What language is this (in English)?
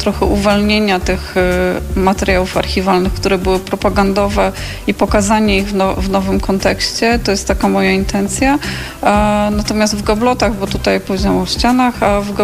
Polish